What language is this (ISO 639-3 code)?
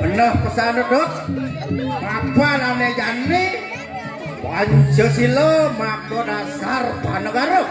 ban